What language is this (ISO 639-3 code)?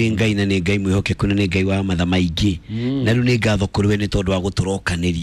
kik